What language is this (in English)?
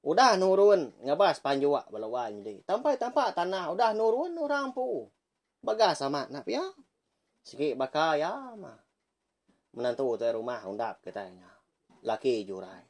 Iban